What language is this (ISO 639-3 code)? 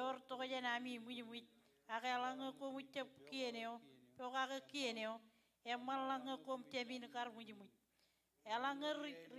mah